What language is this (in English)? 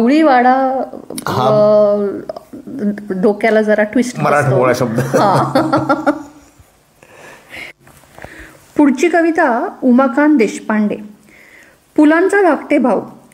Marathi